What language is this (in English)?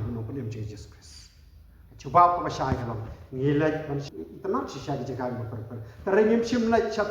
Khasi